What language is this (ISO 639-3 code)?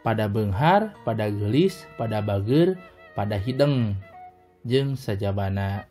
sun